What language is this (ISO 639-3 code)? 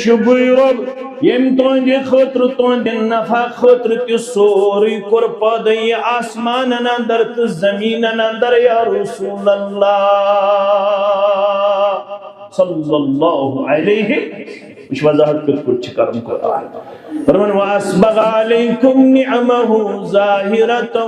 kas